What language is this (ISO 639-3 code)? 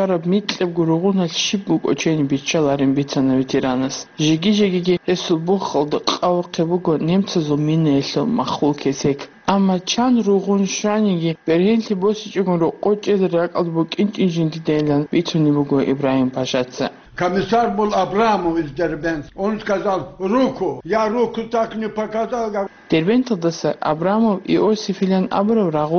ava